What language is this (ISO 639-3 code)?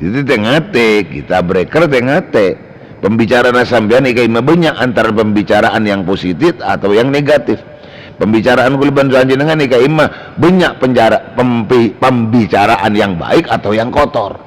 mad